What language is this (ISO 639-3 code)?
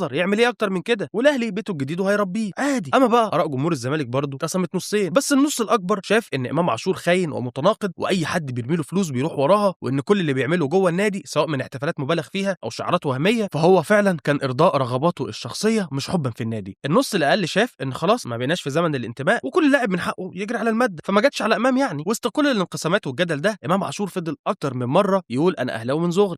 arz